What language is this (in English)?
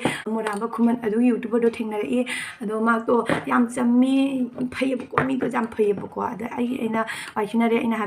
Manipuri